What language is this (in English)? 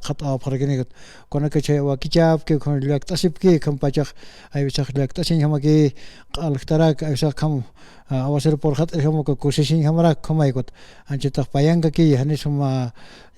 Aymara